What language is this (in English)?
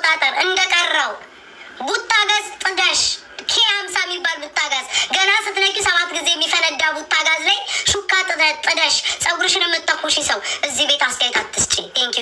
Amharic